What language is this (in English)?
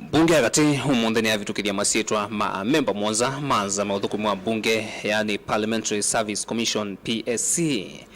Kamba